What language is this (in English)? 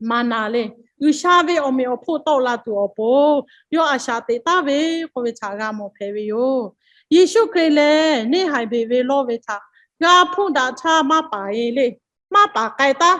Lahu